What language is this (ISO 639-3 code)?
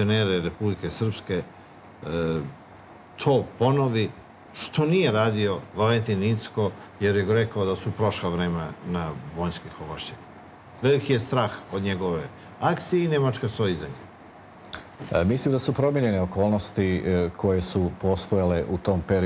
srp